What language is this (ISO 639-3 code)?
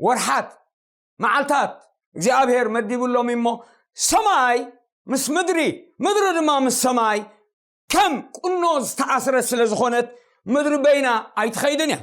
tir